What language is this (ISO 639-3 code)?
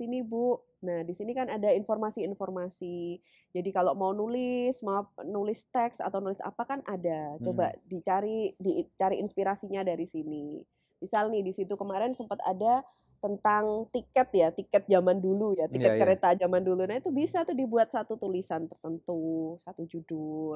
ind